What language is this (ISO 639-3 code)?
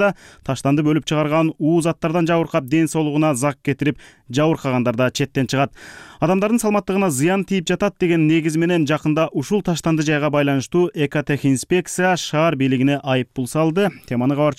kir